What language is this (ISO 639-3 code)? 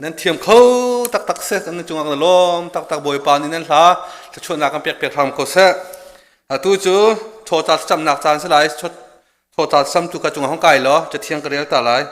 cnh